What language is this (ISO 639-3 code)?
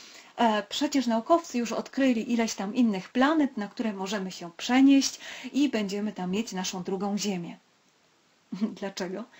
pol